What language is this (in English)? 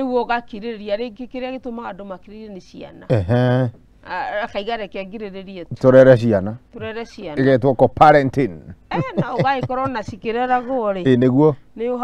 Kikuyu